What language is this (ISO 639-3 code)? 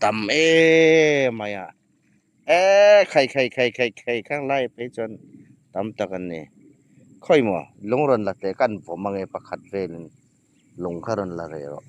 hmr